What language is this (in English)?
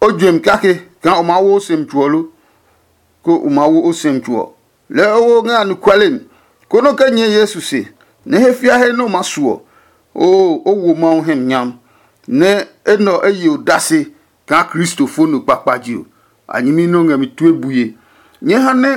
Adangme